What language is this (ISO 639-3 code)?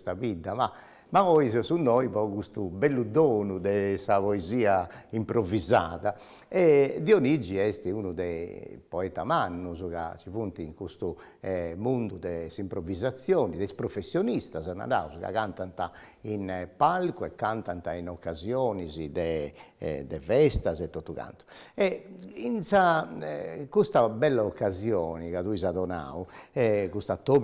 srd